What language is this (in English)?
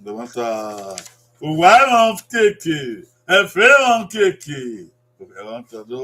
Bini